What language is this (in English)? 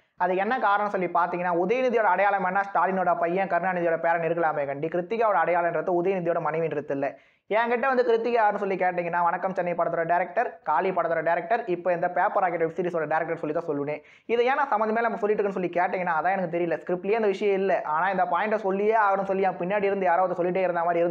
Tamil